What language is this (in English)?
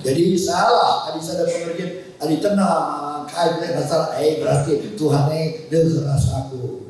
Batak Karo